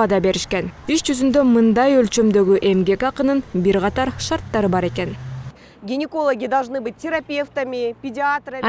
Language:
Kyrgyz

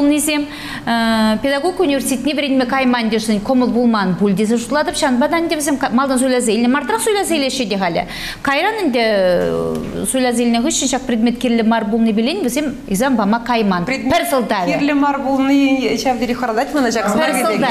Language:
Chuvash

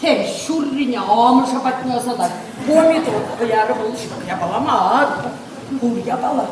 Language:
Chuvash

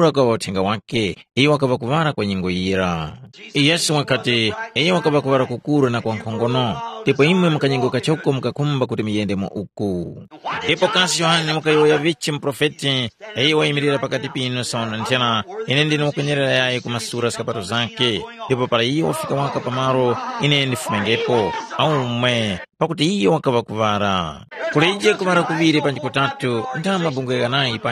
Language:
Tumbuka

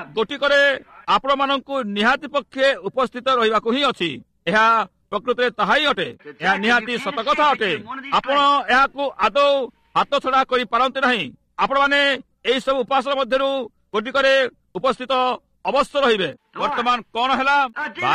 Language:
Odia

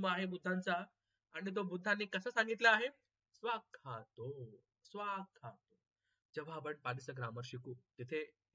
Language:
Marathi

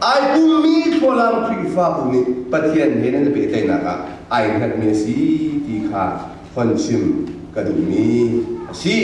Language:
Hakha Chin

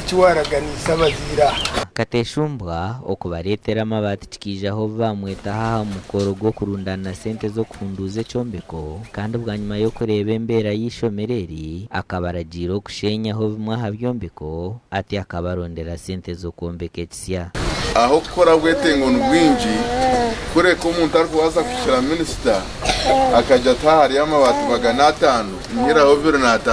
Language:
Nyankole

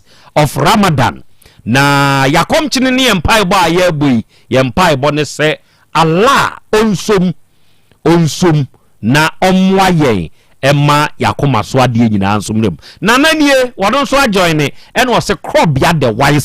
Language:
Akan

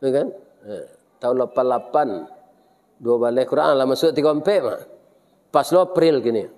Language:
Minangkabau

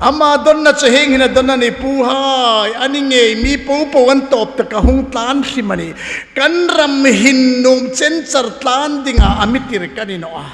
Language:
Hmar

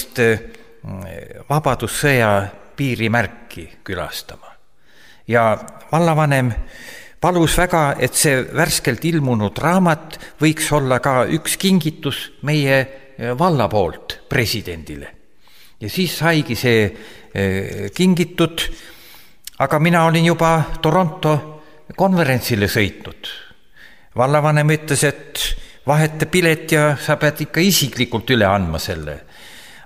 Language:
Estonian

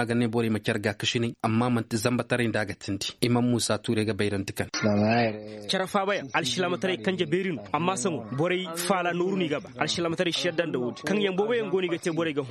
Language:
Zarma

